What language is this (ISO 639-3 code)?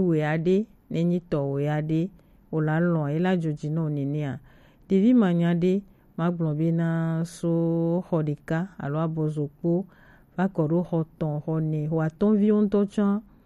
gej